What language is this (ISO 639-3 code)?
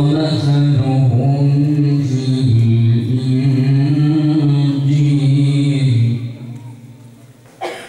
ara